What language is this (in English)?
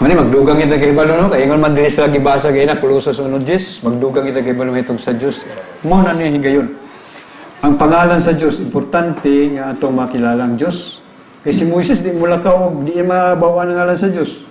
Cebuano